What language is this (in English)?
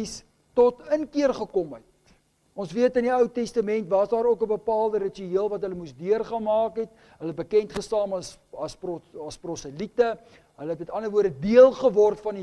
Afrikaans